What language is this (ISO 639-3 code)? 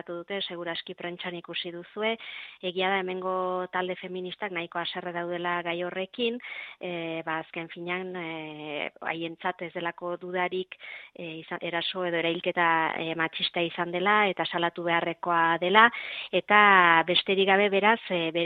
eus